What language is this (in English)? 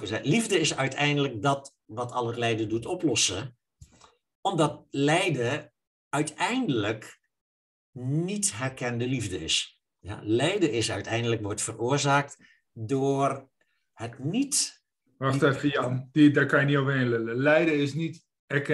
Dutch